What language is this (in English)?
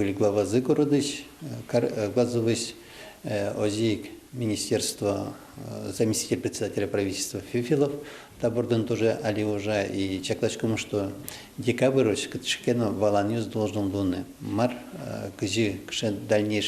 Udmurt